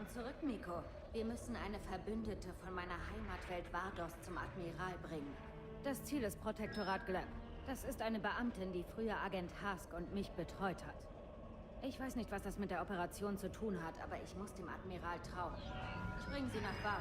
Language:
Swiss German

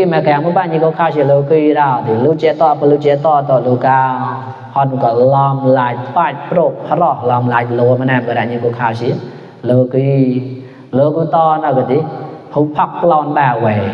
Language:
Mon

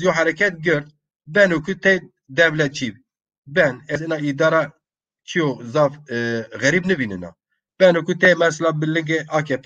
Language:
Zaza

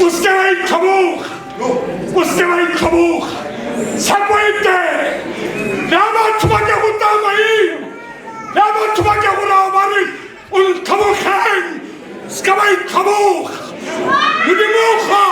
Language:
Tswana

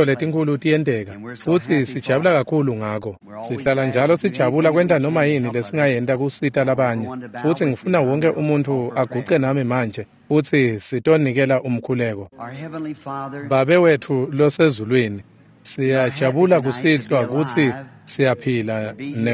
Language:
Swati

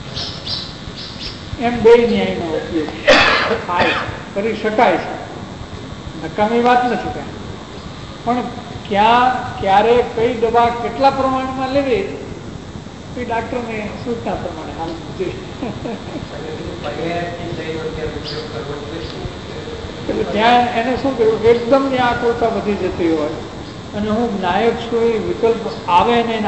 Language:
Gujarati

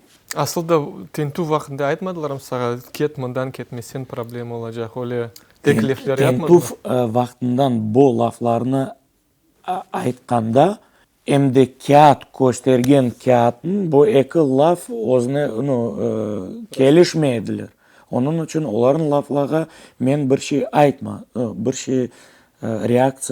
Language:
Crimean Tatar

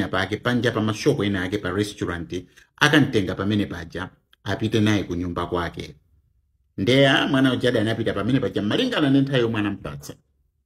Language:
Nyanja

